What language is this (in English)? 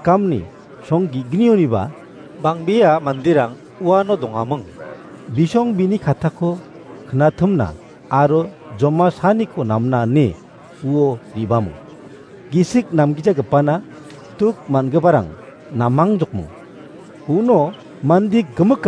Garo